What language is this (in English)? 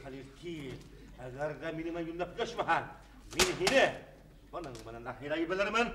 Bashkir